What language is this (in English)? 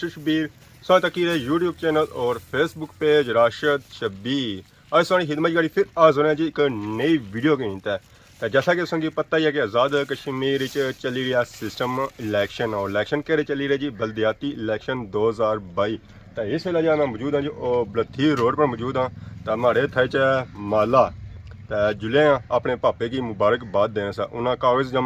Pahari-Potwari